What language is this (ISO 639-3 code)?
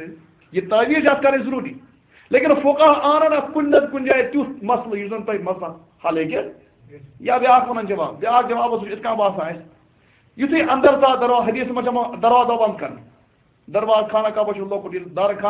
kas